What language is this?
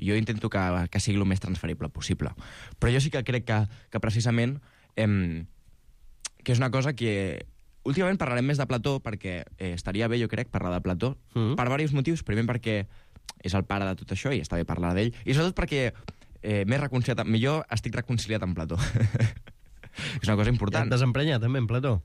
Catalan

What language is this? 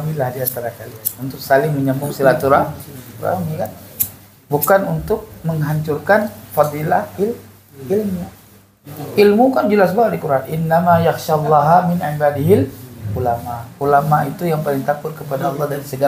Indonesian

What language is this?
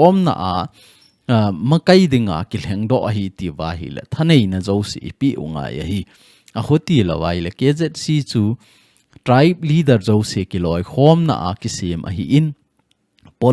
Thado Chin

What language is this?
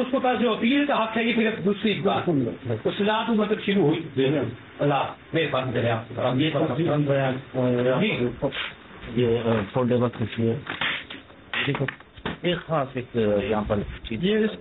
Urdu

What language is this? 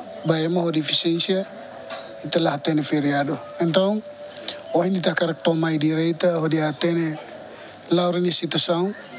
Tetum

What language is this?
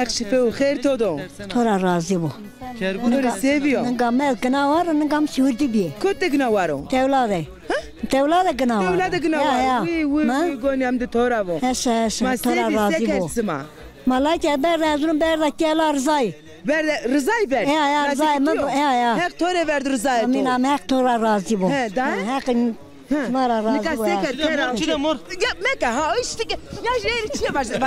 Zaza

